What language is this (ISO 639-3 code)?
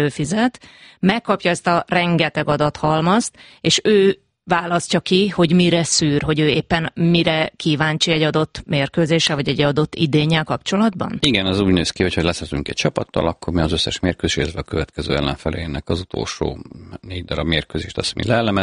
hun